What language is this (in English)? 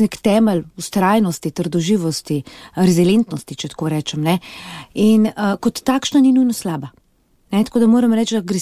Slovenian